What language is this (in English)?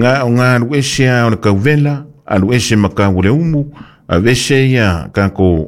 Samoan